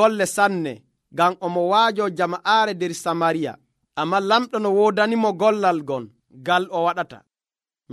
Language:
Nigerian Fulfulde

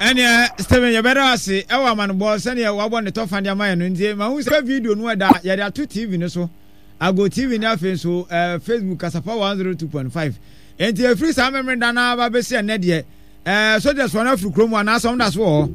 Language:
Akan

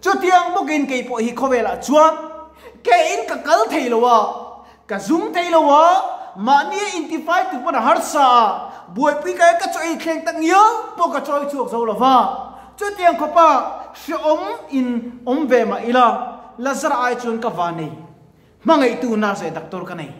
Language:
Mizo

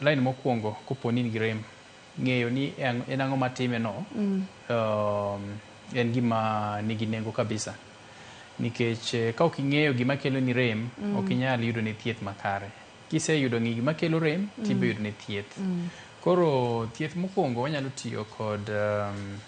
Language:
Luo (Kenya and Tanzania)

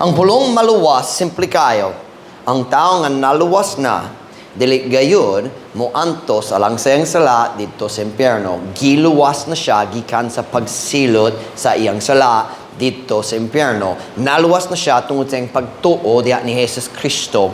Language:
Cebuano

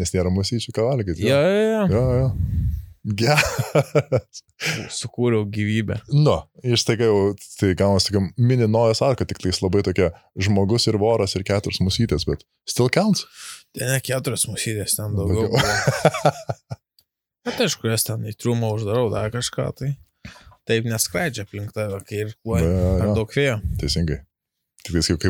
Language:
Lithuanian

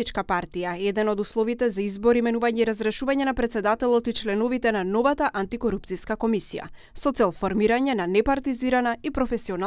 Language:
Macedonian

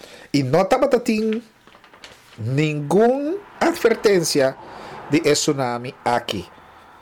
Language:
Papiamento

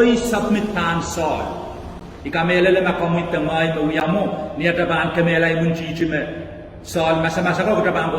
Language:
Pohnpeian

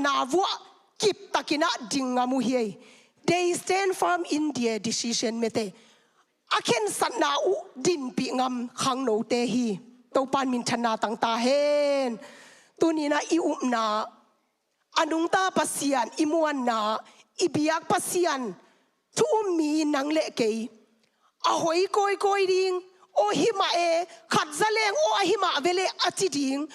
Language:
Tedim Chin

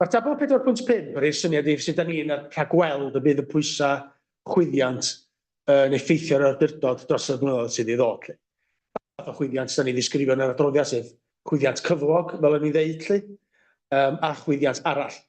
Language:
Welsh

